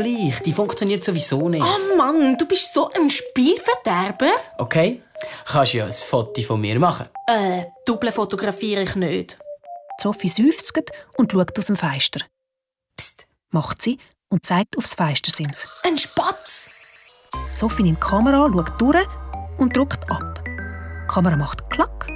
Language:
Swiss German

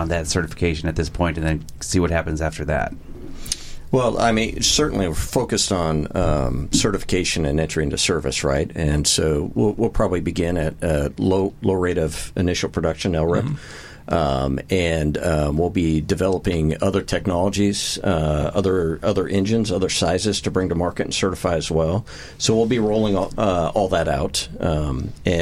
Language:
English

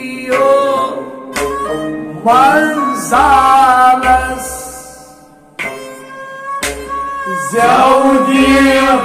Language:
Kashmiri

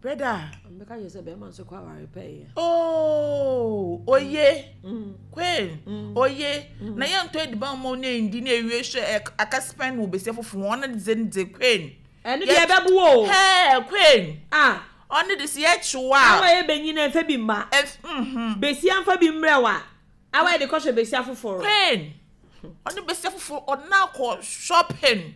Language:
Akan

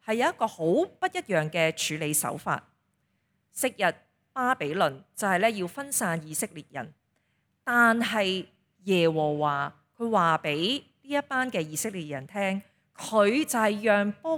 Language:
Cantonese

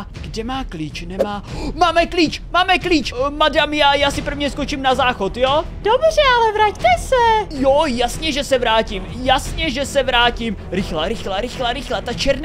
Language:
Czech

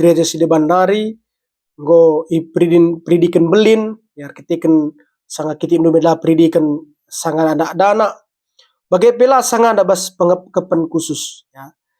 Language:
Batak Karo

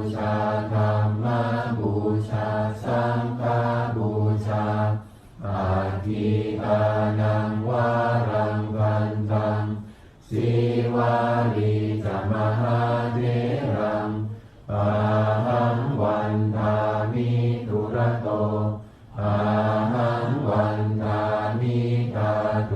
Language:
Pali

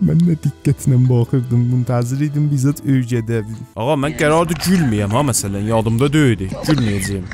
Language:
South Azerbaijani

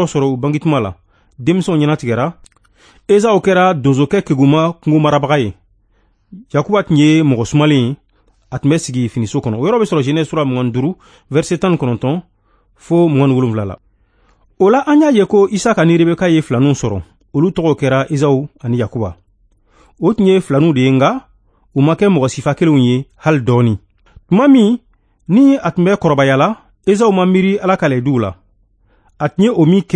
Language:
Bambara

